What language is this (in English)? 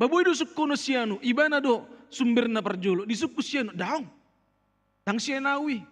Batak Toba